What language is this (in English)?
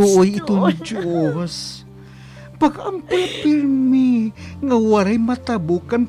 Waray